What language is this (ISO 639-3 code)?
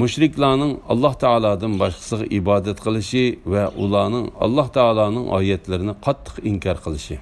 uig